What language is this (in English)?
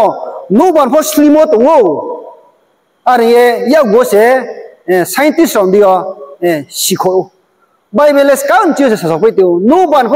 Riang (India)